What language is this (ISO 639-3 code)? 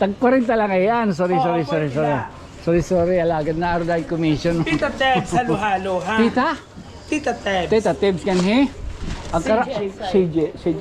war